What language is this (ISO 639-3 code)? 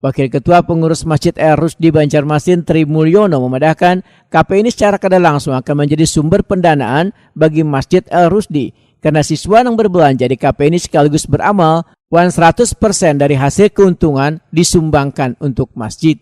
bjn